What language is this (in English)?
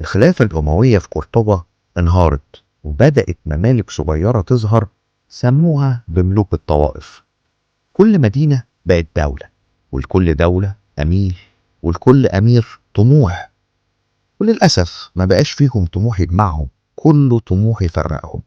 Egyptian Arabic